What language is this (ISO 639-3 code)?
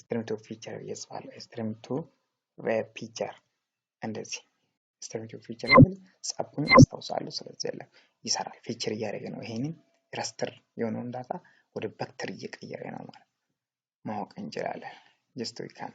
amh